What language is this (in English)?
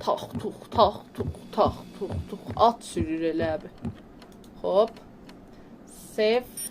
South Azerbaijani